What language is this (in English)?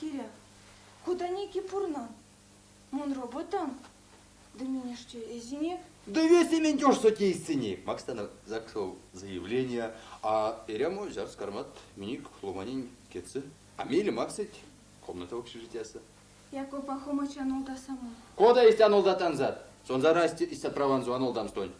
Erzya